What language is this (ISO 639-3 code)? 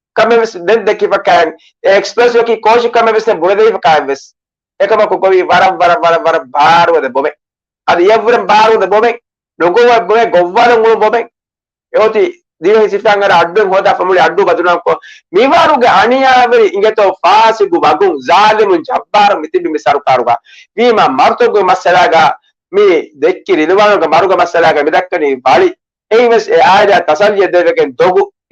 div